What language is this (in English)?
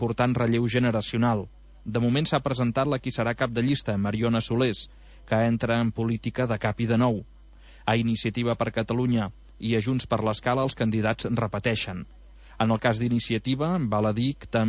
Catalan